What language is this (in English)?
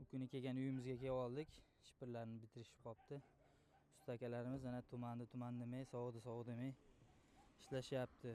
Uzbek